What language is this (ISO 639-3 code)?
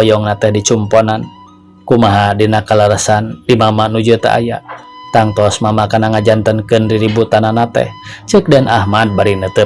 sun